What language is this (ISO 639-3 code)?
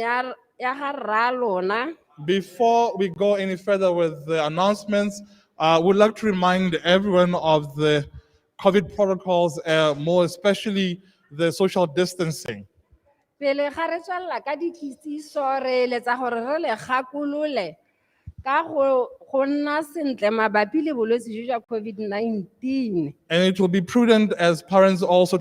tsn